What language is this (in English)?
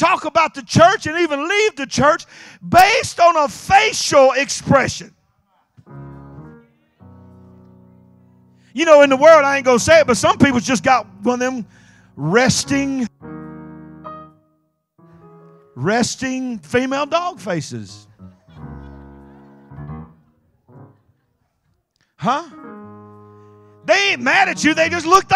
English